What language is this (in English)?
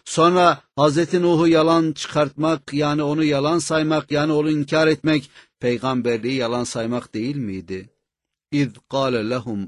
Turkish